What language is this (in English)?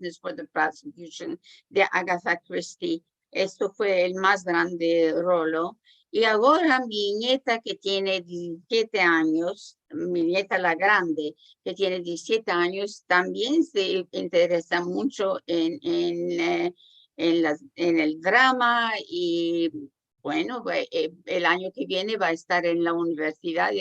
Ladino